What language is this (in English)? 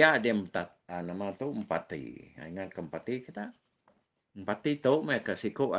Iban